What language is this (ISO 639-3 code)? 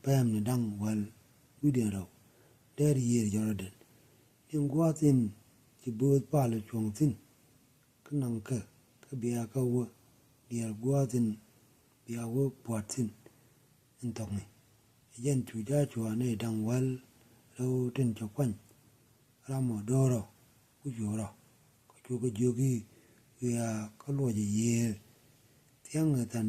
nus